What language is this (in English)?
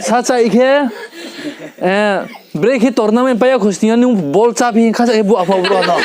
Riang (India)